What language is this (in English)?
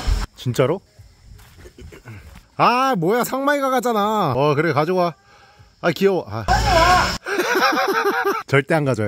Korean